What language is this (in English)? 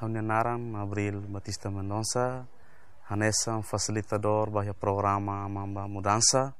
Tetum